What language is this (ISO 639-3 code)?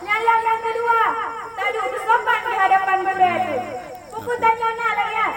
ace